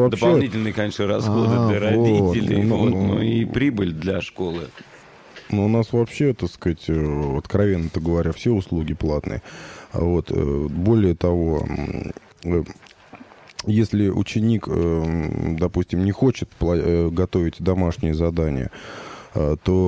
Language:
Russian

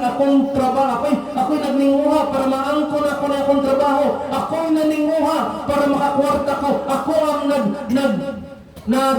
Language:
Cebuano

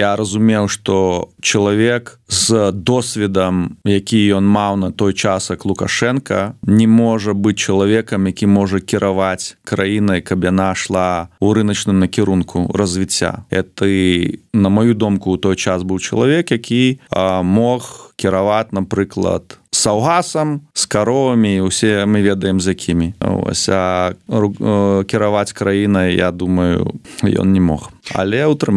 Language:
Belarusian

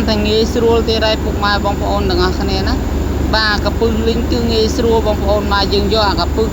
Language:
Khmer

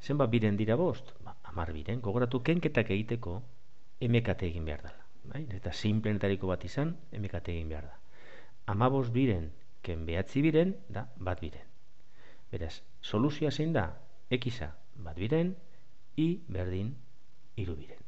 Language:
Basque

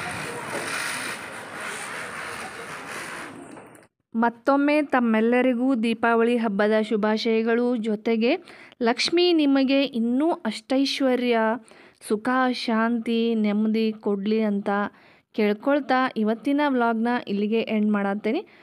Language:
Kannada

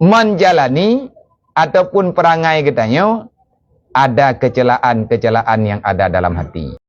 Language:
Achinese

